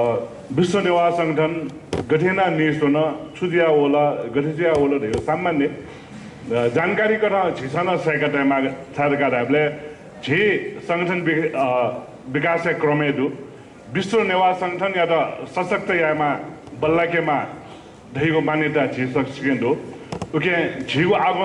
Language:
Newari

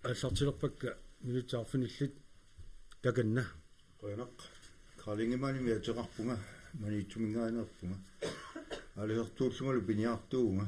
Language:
Kalaallisut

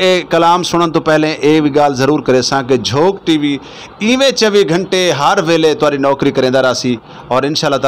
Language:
Saraiki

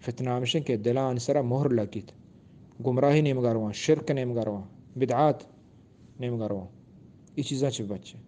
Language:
Eastern Balochi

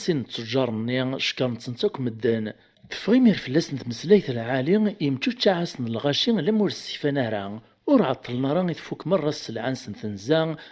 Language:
Kabyle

